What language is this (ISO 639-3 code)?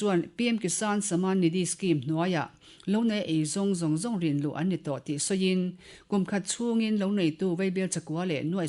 lus